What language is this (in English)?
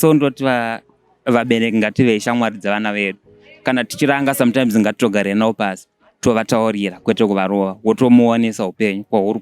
Shona